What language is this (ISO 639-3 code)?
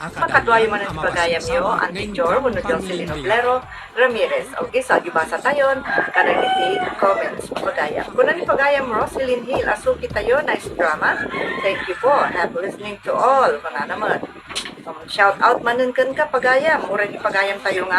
ilo